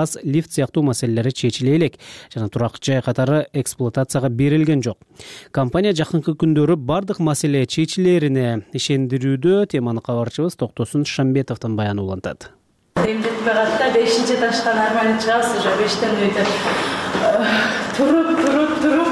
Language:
Kyrgyz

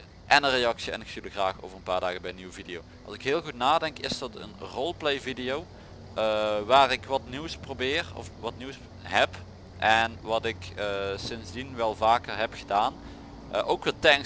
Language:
Dutch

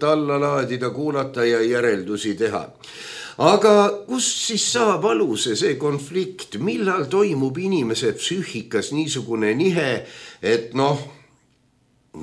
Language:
Estonian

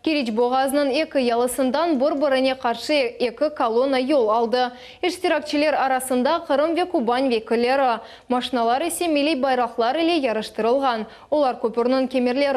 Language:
Crimean Tatar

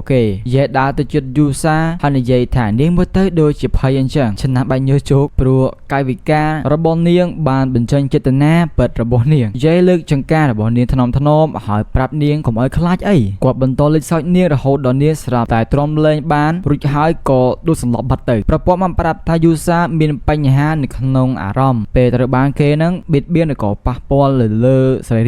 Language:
Khmer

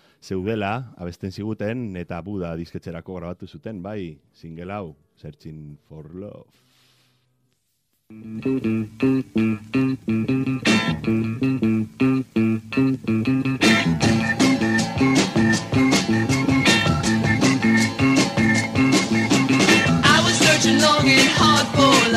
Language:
Basque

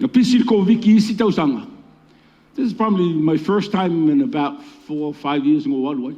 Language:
Samoan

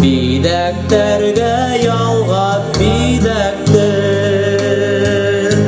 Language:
Bashkir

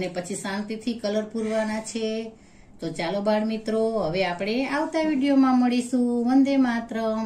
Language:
Gujarati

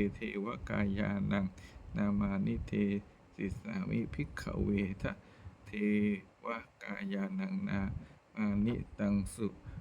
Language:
Pali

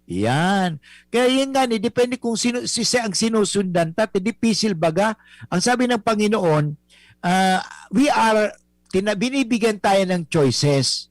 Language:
Bikol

